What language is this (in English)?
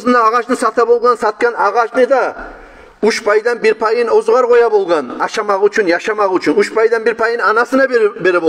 Kumyk